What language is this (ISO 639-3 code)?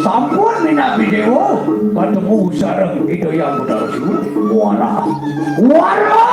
ban